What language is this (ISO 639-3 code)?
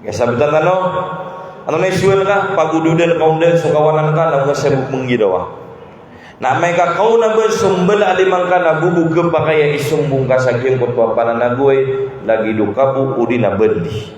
mrw